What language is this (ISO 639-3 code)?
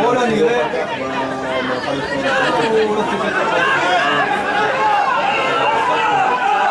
heb